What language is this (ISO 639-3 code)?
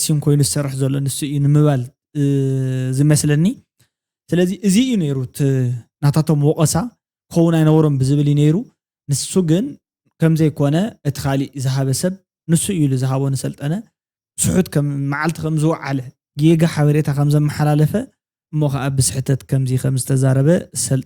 tir